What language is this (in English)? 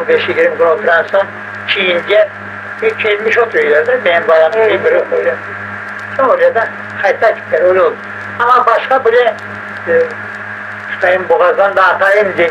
Crimean Tatar